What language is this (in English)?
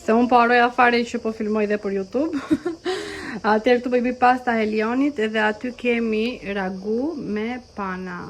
Albanian